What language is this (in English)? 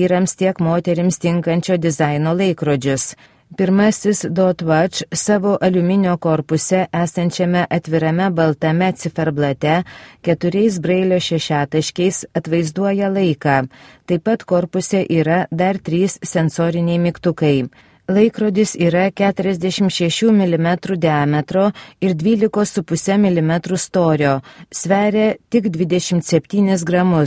Lithuanian